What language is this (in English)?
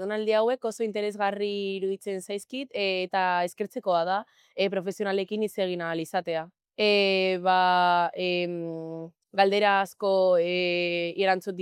Basque